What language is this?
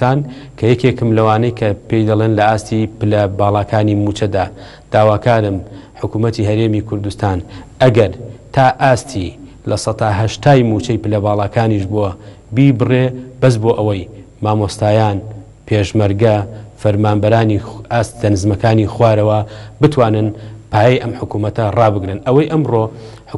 Central Kurdish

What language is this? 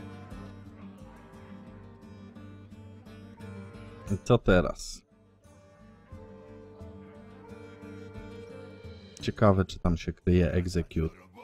Polish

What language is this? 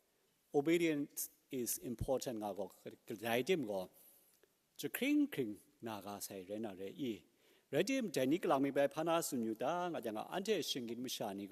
Kachin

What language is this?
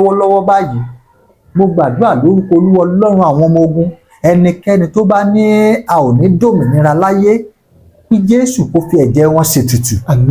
Yoruba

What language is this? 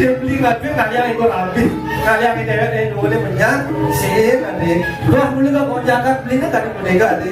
Balinese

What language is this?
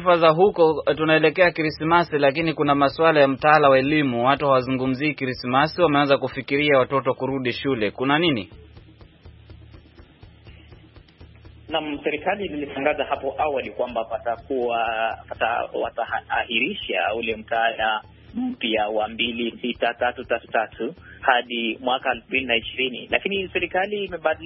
Swahili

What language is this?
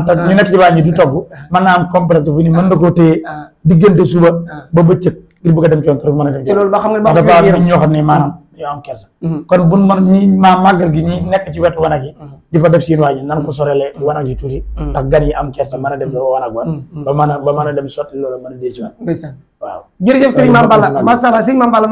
Wolof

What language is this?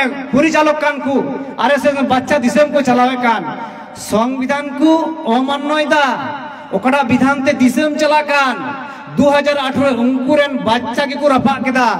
Santali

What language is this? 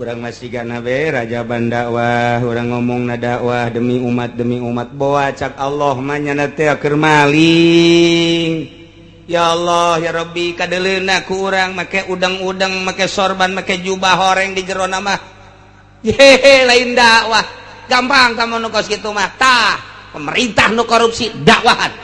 Sundanese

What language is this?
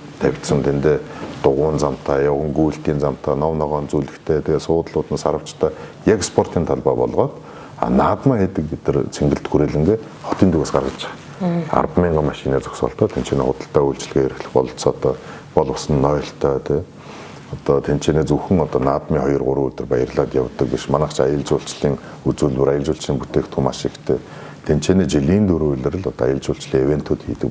Mongolian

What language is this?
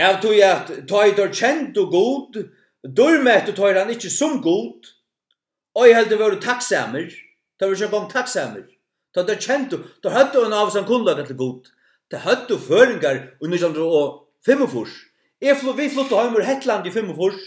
Faroese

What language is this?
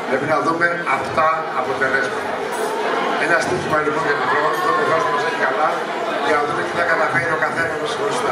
Greek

